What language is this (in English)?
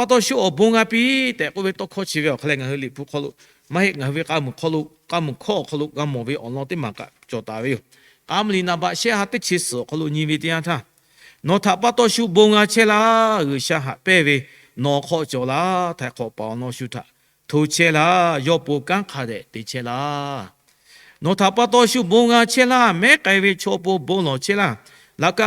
Lahu